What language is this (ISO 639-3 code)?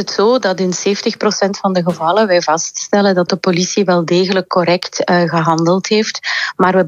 nld